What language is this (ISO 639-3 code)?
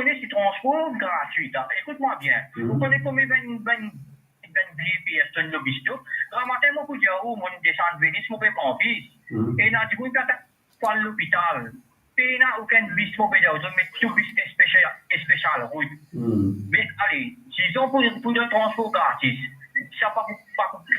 mfe